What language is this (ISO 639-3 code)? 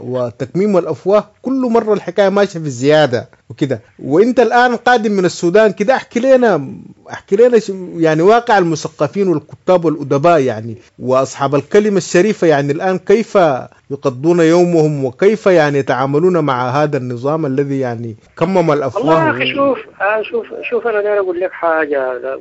apd